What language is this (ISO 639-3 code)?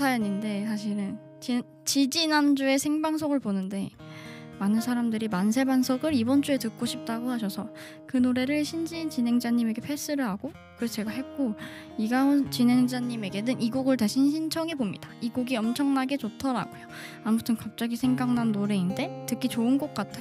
kor